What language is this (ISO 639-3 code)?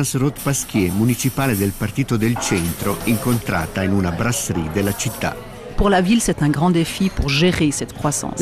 ita